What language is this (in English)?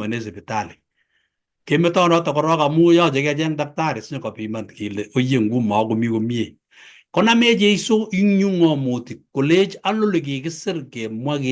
Kalenjin